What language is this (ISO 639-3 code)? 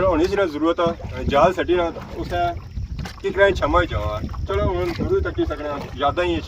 phr